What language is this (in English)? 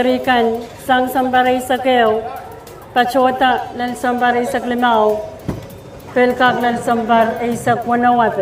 Pohnpeian